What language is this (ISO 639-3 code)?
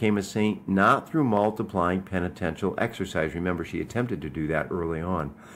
eng